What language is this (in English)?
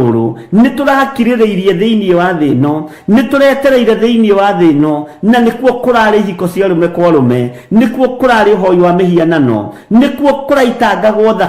Kikuyu